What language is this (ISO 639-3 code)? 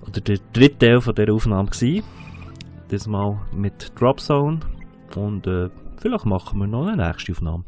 gsw